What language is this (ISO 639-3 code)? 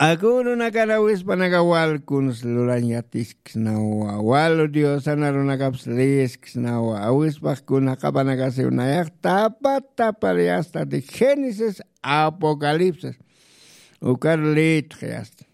aym